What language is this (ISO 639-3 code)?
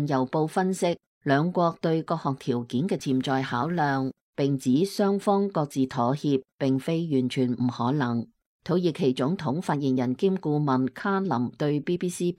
yue